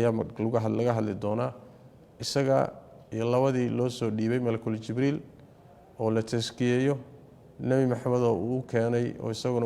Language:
Somali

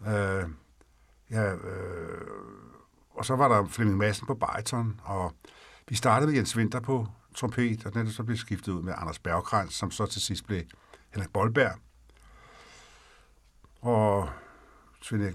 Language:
Danish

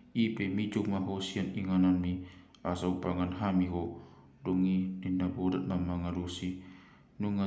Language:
Batak Toba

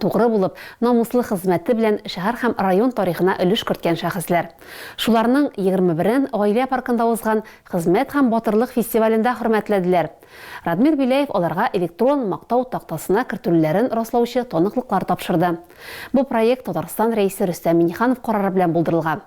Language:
Tatar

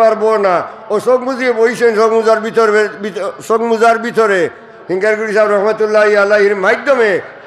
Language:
Sylheti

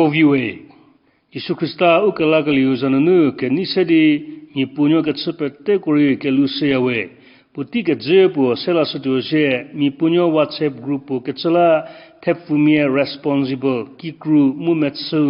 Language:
Angami Naga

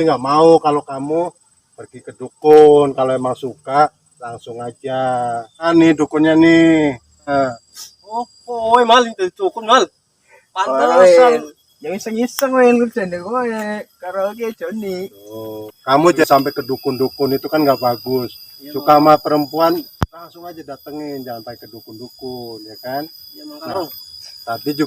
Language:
Betawi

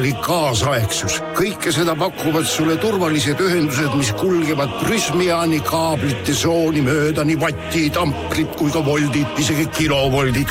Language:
Estonian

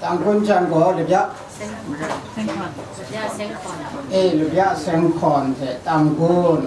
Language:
Kachin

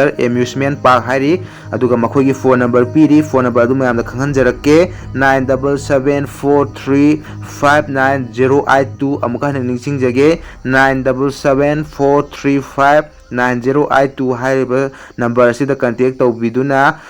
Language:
Manipuri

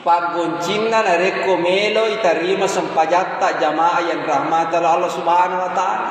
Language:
Buginese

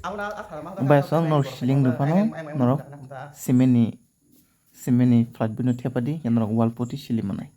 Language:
Kok Borok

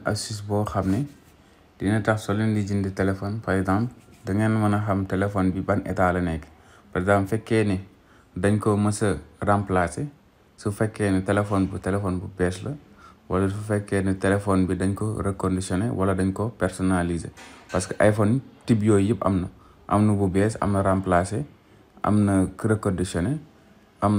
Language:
Wolof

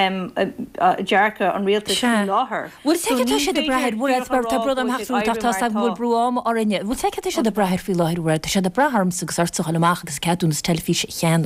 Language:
Irish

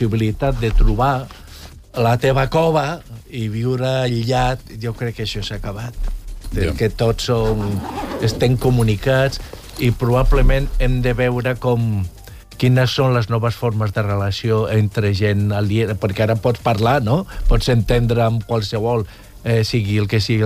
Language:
Catalan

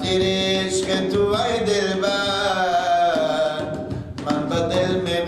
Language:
Persian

